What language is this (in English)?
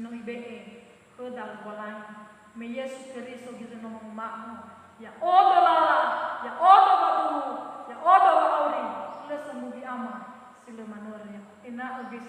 Nias